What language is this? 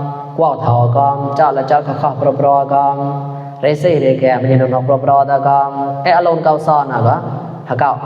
Mon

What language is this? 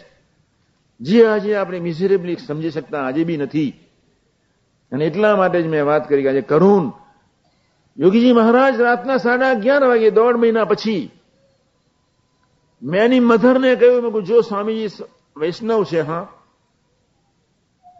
Gujarati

